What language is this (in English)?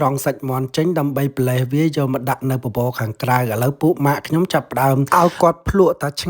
Khmer